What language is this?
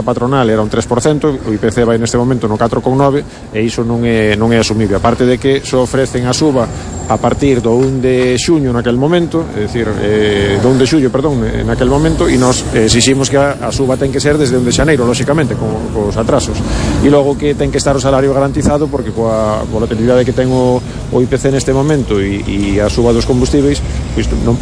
Galician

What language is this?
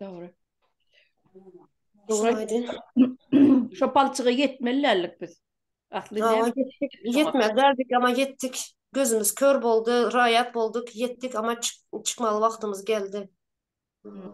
Turkmen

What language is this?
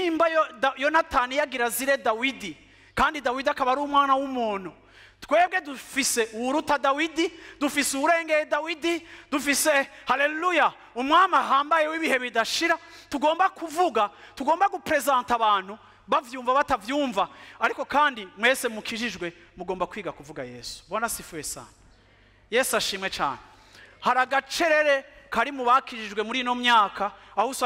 Rundi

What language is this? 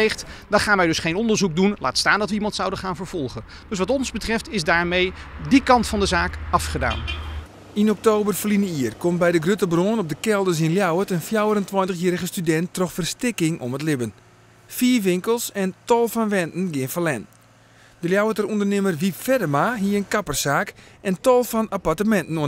Western Frisian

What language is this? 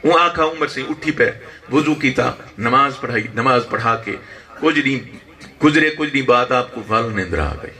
Saraiki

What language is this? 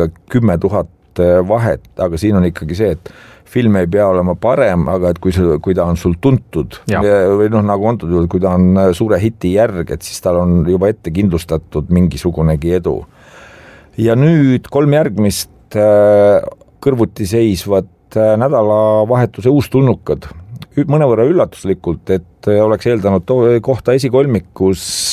Estonian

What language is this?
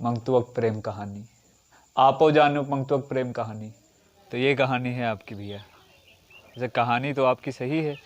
Awadhi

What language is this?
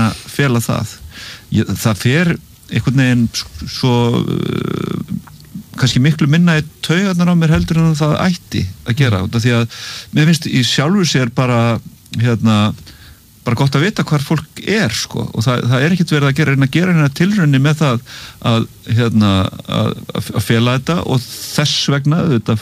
Icelandic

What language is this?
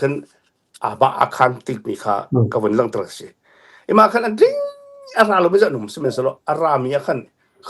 Hakha Chin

